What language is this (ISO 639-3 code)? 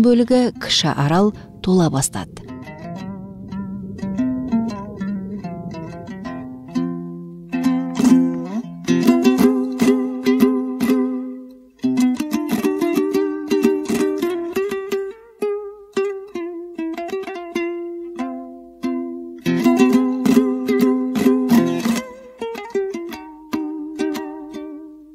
kaz